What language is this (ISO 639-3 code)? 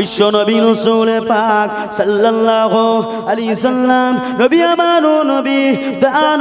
ben